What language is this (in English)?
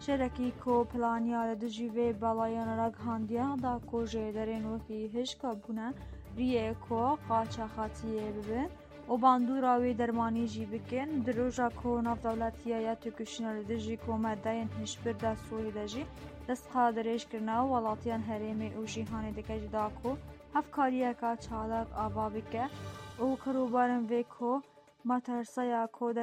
Kurdish